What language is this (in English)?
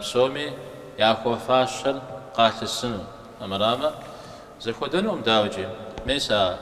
Kabardian